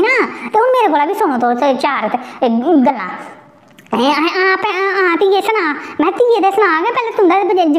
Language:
Dogri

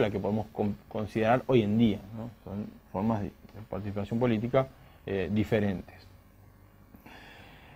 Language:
Spanish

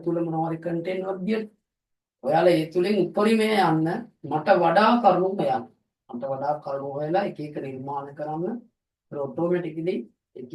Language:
Sinhala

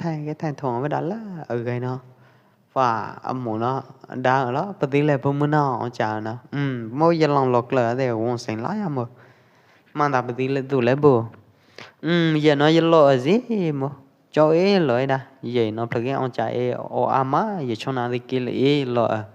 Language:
Pwo Eastern Karen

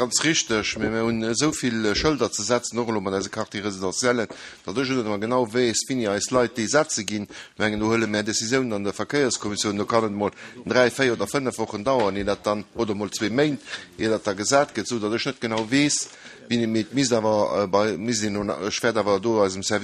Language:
Luxembourgish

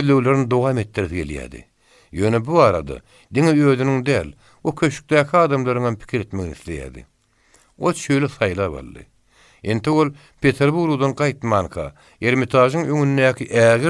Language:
Turkmen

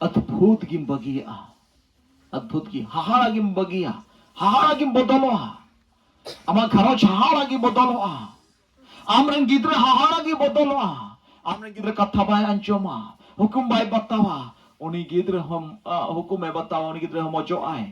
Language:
Santali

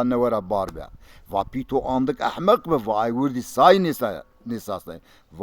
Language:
Zaza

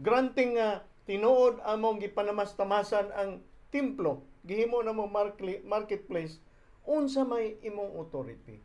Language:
Cebuano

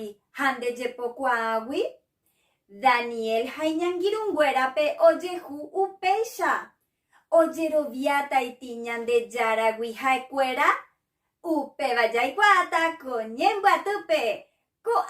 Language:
Guarani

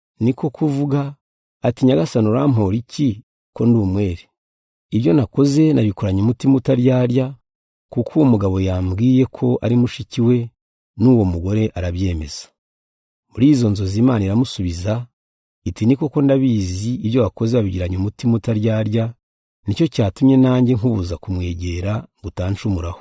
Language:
Kinyarwanda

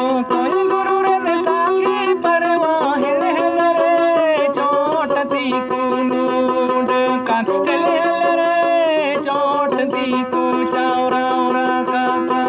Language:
Santali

